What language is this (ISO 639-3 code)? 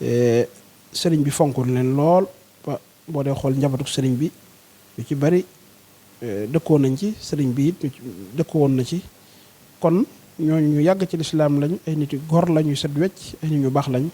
wol